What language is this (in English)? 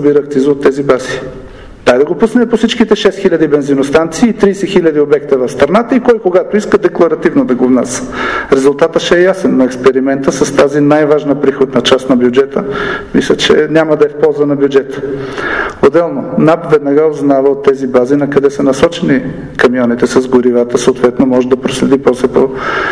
Bulgarian